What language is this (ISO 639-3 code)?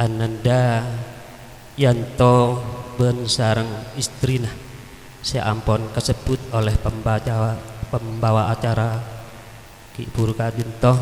mad